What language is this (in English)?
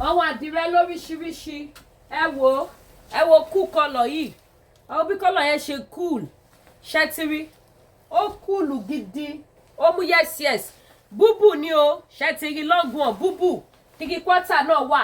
Yoruba